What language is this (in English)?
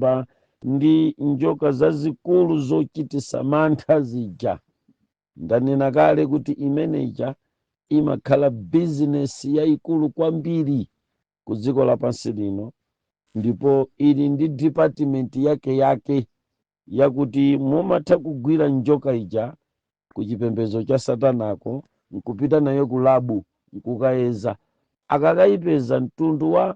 Nyanja